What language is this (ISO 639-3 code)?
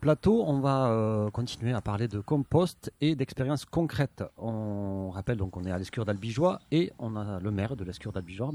fra